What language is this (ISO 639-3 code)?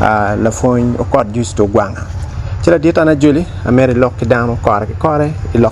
ach